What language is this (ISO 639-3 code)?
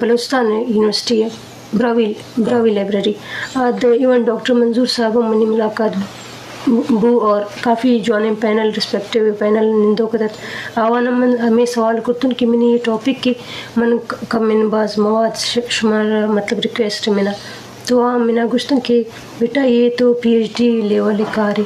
bgp